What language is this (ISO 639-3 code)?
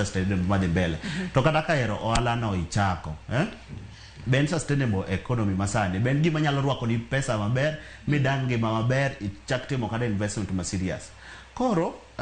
luo